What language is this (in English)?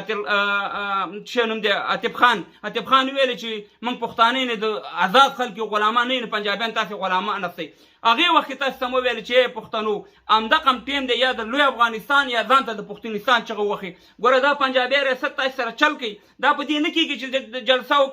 Pashto